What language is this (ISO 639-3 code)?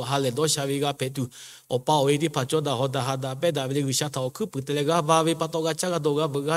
lhu